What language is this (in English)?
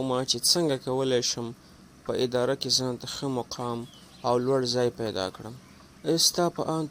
Pashto